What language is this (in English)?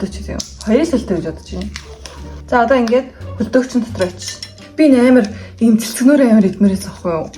Mongolian